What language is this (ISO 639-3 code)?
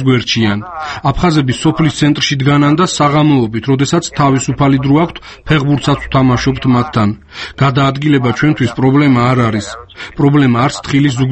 kat